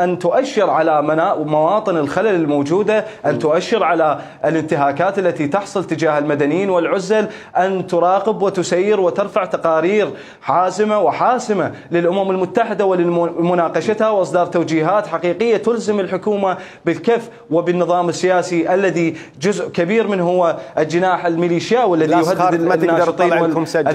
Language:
Mesopotamian Arabic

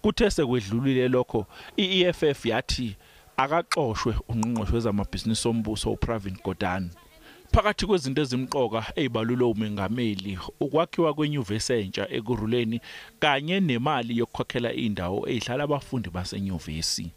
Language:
Zulu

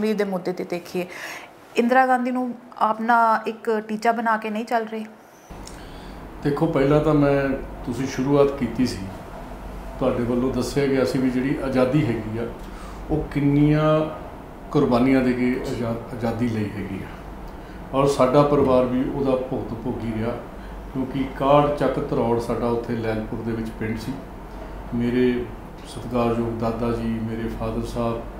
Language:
Punjabi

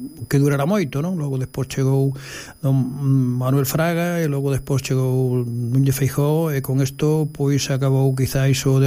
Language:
Galician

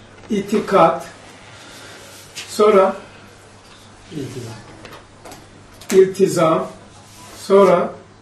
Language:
Turkish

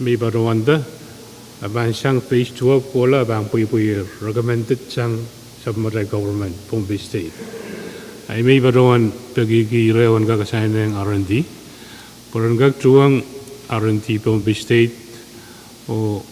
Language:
Pohnpeian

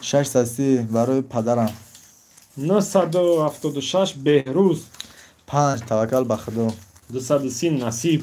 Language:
Tajik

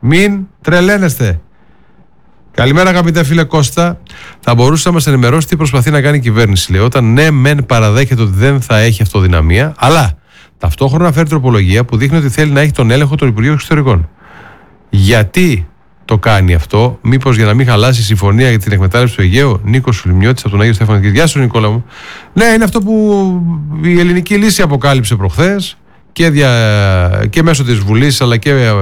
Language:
Greek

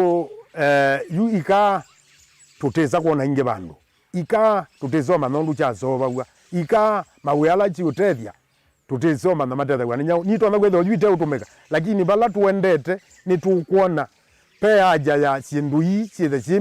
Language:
Kamba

